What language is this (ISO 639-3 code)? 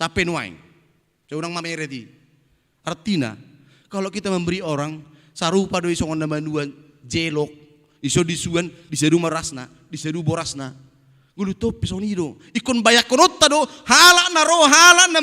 bbc